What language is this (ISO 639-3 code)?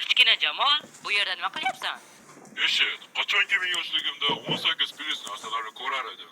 uzb